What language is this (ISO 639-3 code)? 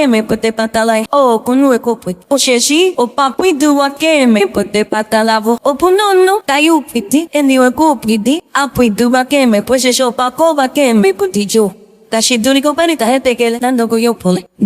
ndo